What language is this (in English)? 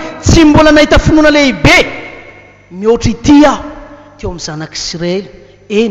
Malagasy